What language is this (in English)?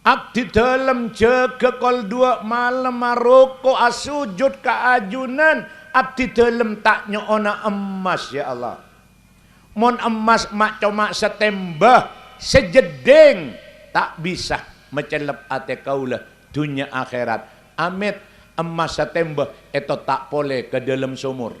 Madurese